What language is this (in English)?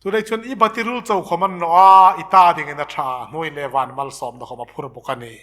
Hmar